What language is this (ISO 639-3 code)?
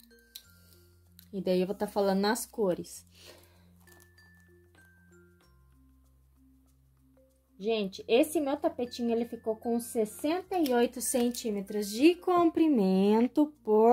por